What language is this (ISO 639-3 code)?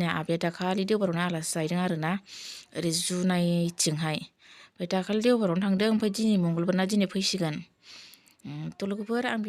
brx